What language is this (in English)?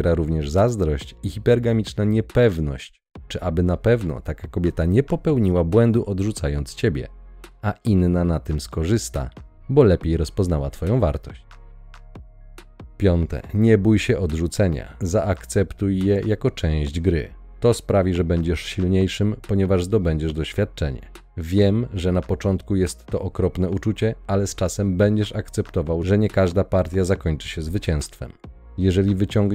Polish